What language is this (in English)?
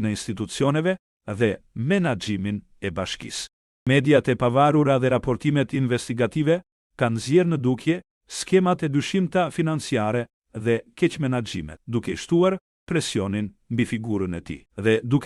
Albanian